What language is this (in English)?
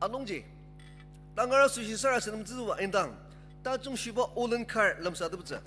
Ao Naga